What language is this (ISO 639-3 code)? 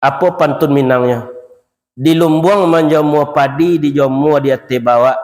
min